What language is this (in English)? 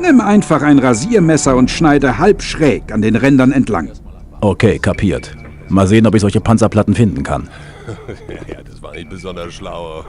Bavarian